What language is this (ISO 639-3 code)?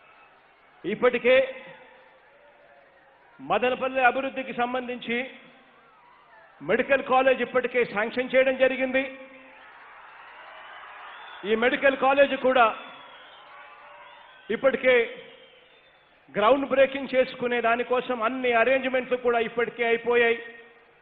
tel